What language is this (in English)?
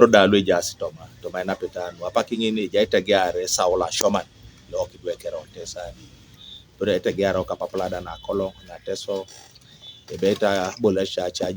Teso